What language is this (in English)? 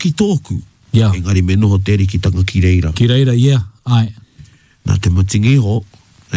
Māori